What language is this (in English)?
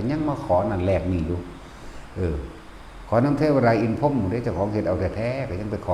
Northeastern Thai